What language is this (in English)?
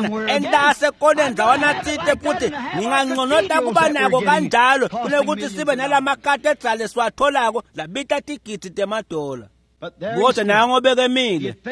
Swati